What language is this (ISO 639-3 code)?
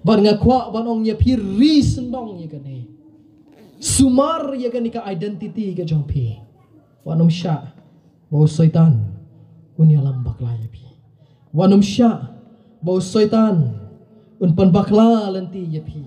kha